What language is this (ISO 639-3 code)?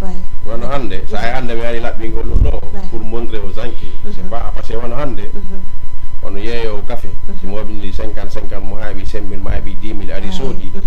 ful